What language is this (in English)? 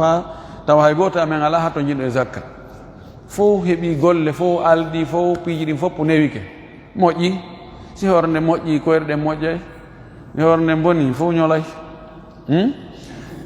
Fula